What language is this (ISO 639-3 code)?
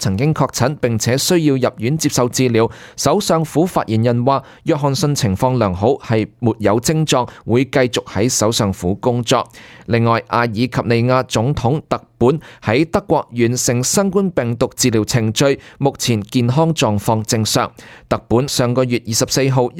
yue